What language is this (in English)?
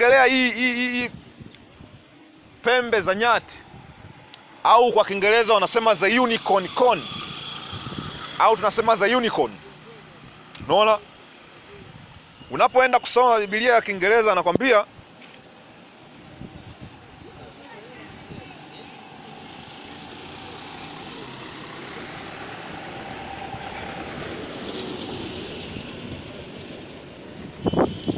Swahili